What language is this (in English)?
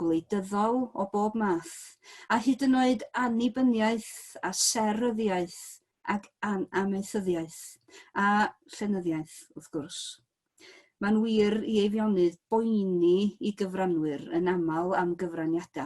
Welsh